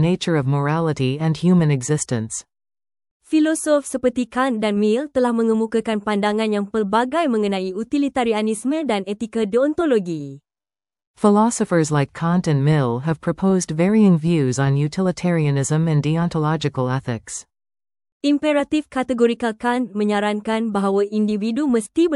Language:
Malay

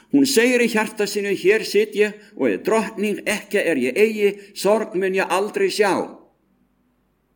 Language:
Icelandic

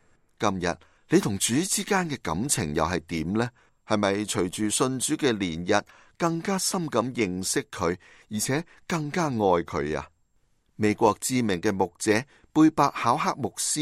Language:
Cantonese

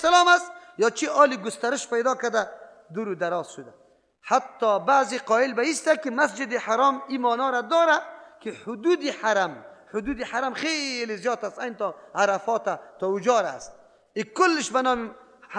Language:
Persian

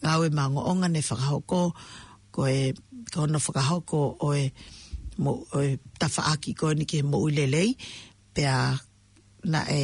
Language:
Tongan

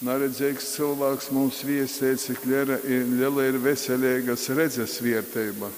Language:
Latgalian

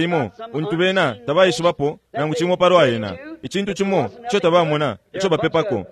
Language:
Bemba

